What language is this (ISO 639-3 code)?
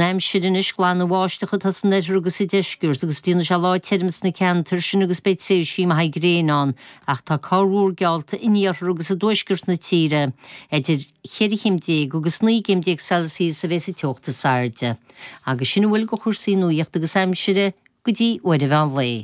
gle